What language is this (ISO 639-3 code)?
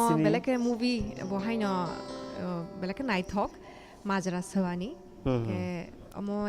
trp